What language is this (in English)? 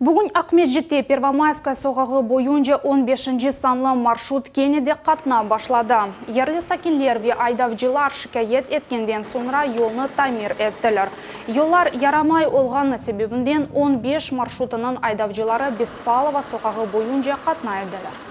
Crimean Tatar